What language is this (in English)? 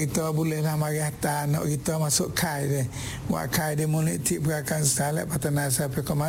Malay